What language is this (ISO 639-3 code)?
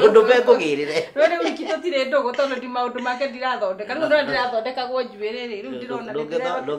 kik